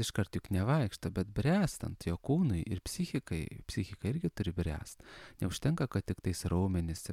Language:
Lithuanian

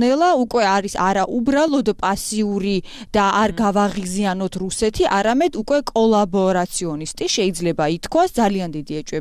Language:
Georgian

